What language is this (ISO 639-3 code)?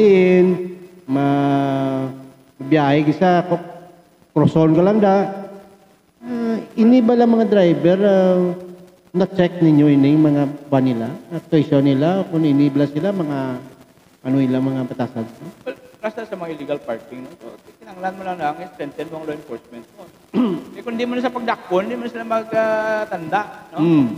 hil